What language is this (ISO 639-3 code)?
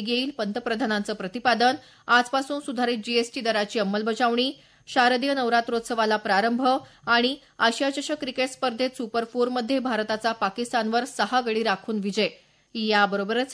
mar